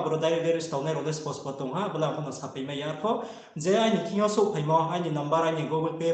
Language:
Riang (India)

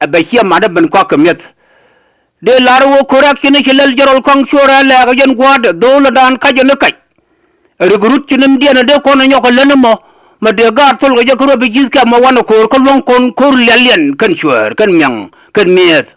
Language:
Nuer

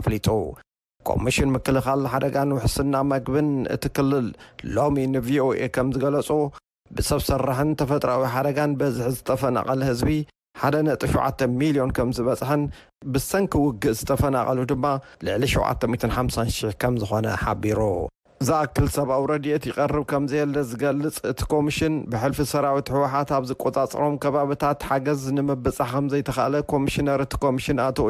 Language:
Tigrinya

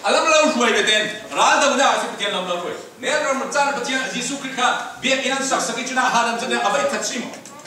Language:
Falam Chin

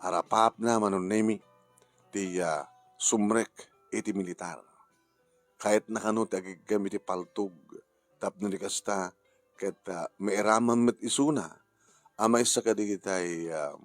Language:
Iloko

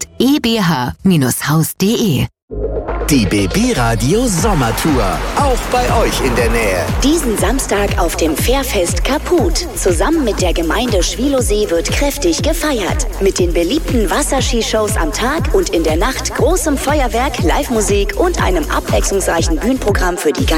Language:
German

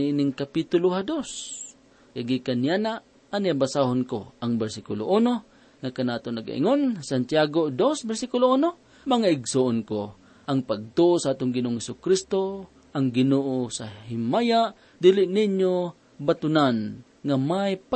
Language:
Cebuano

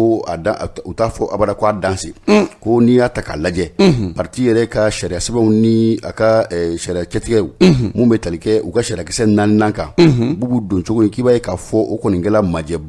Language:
Bambara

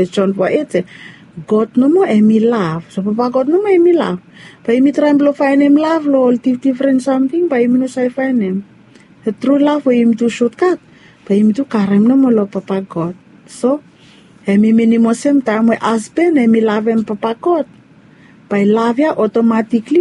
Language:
Bislama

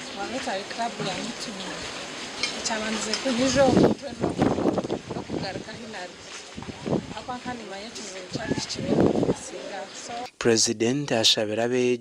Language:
Nyankole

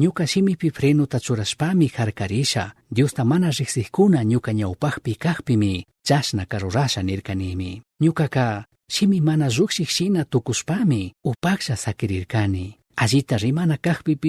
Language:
Chimborazo Highland Quichua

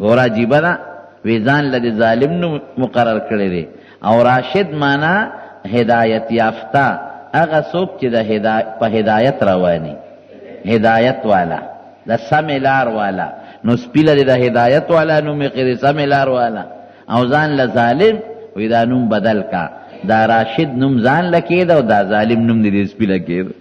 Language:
Pashto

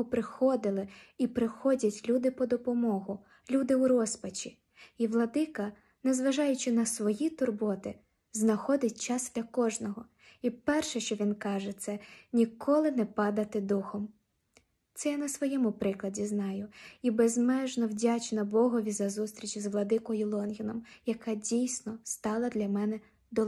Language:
Ukrainian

